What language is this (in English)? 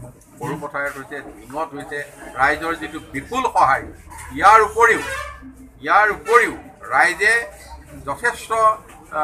Assamese